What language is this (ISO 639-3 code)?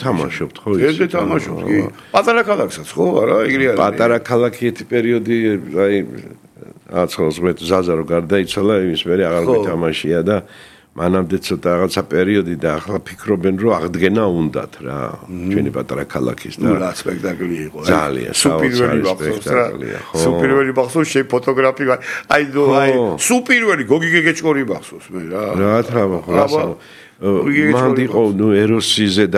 kat